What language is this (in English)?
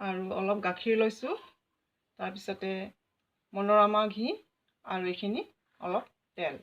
Assamese